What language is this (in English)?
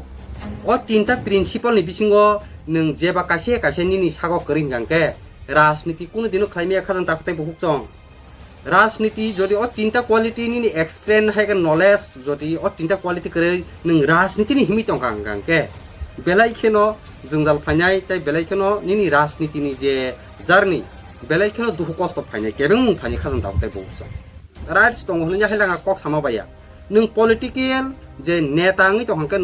Kok Borok